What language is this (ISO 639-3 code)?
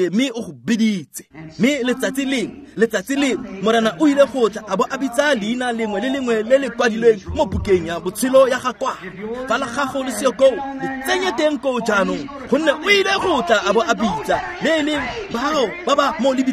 tsn